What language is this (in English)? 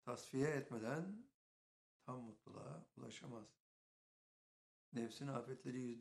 Turkish